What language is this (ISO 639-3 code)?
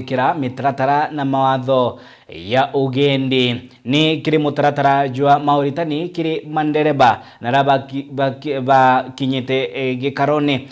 mer